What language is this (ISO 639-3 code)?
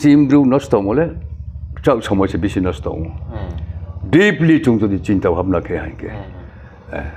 ria